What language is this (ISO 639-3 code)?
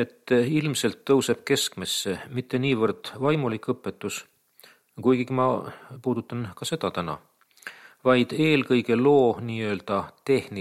est